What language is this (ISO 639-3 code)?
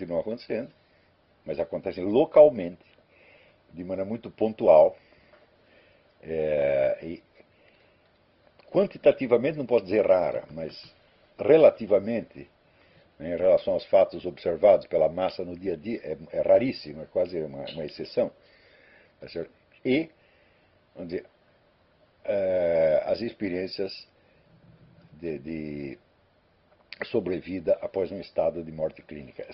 por